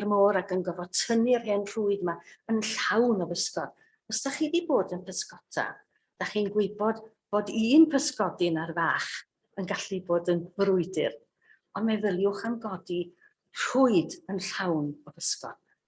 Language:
Welsh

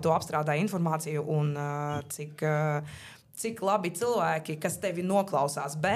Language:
Latvian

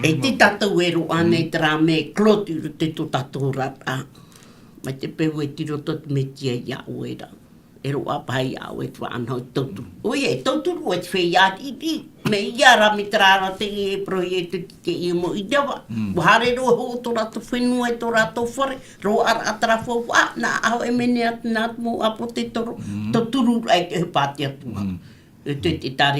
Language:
Tahitian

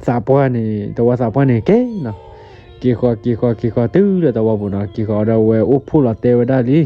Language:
S'gaw Karen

